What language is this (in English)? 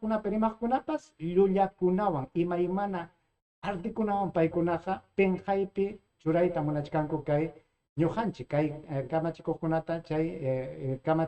Ayacucho Quechua